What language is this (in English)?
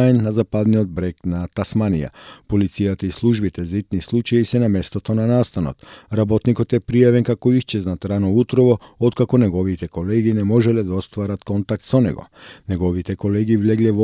Macedonian